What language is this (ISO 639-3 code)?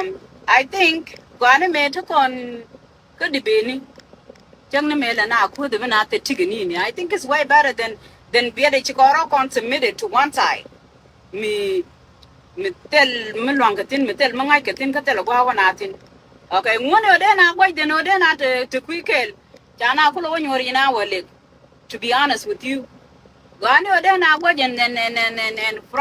nus